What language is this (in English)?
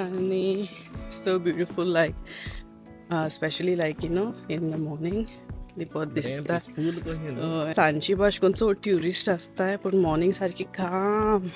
Konkani